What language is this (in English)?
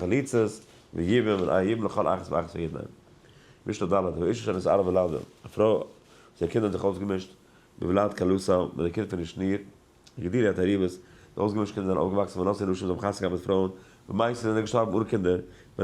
Yiddish